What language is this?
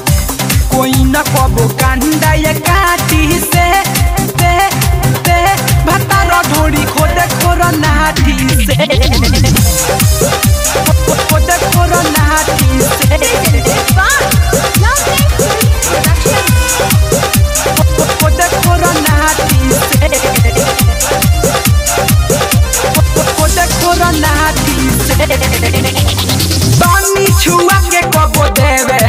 Bhojpuri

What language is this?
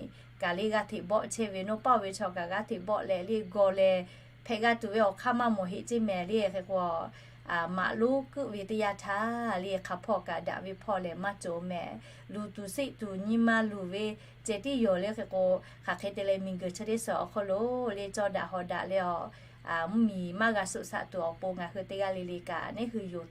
Lahu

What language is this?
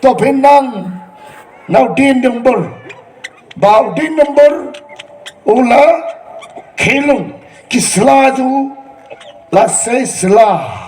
Khasi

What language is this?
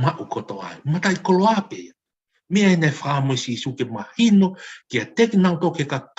Tongan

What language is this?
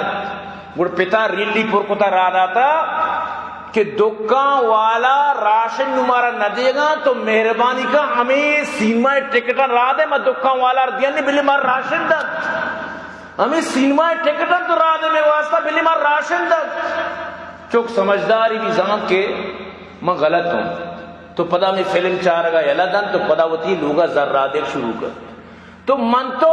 Eastern Balochi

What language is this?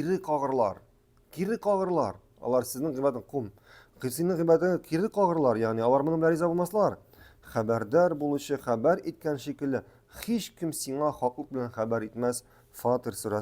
Tatar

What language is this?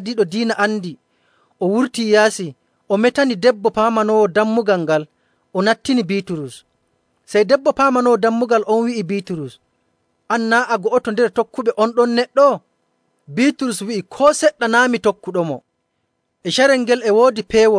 Nigerian Fulfulde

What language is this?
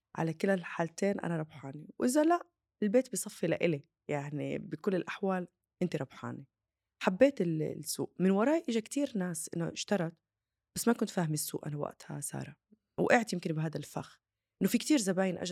North Levantine Arabic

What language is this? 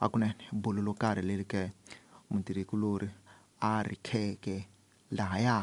Tsonga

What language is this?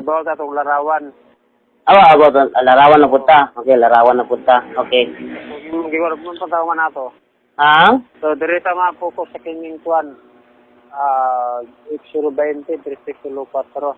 Cebuano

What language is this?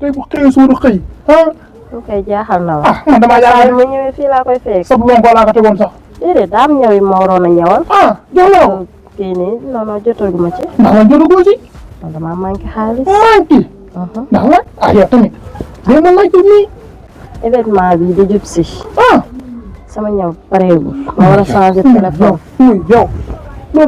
Wolof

